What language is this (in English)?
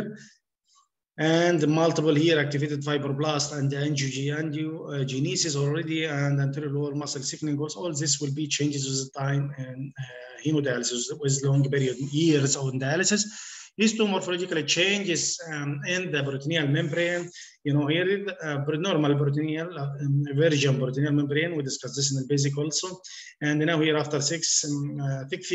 English